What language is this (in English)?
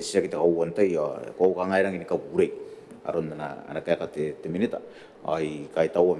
Gilbertese